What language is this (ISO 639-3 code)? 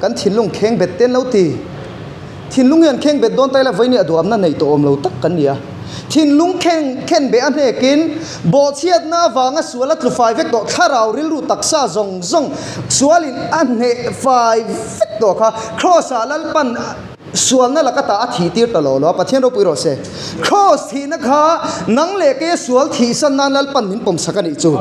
lus